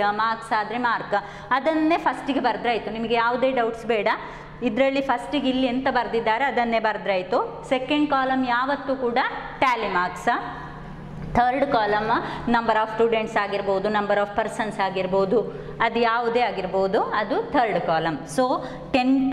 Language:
Kannada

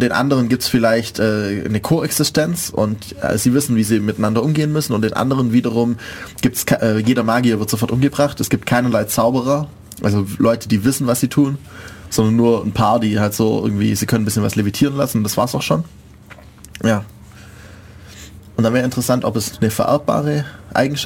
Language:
German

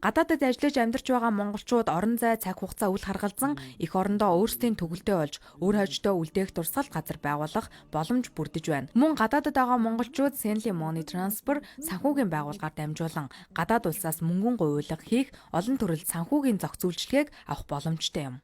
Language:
Mongolian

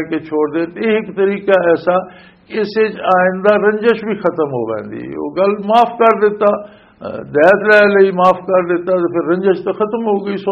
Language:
Western Panjabi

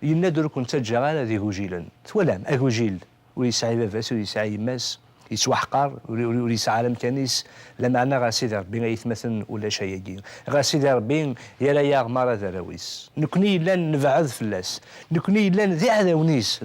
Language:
Kabyle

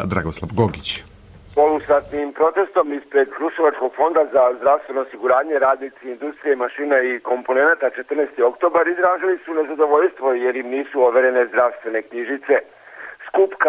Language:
Serbian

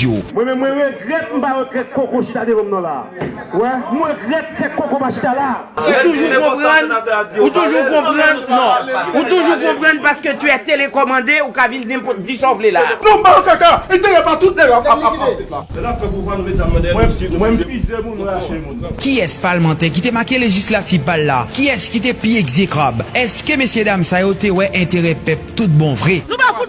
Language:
Haitian Creole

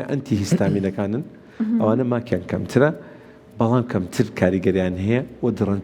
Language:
Central Kurdish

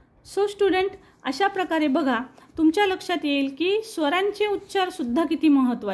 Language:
Marathi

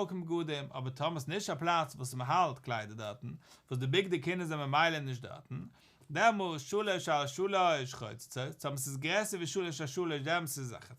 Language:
Yiddish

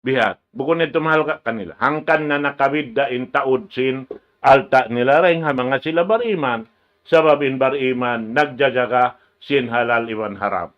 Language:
Tausug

